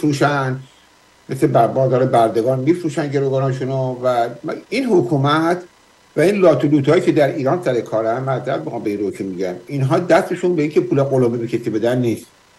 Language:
Persian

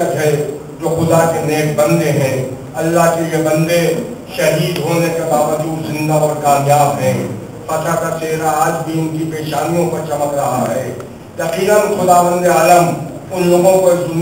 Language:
Urdu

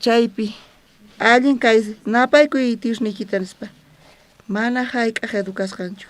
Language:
South Bolivian Quechua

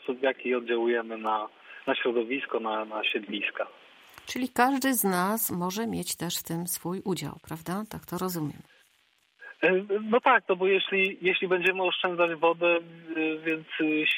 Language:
Polish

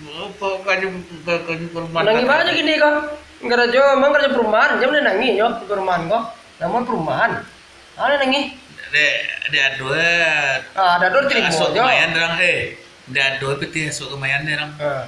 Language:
Minangkabau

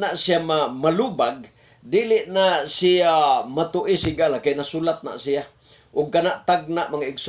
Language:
Cebuano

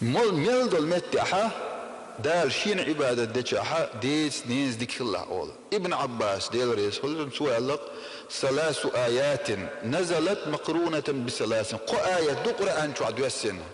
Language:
Chechen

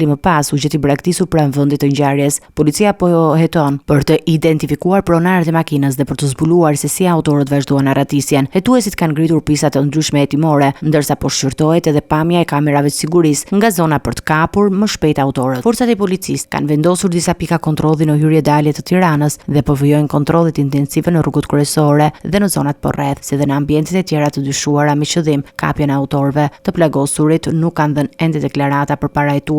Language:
Albanian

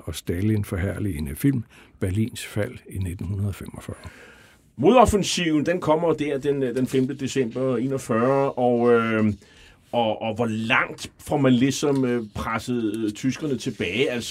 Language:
Danish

